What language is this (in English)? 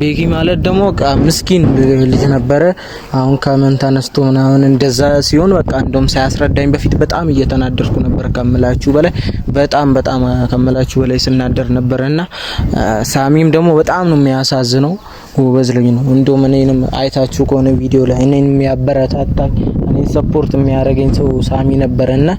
Amharic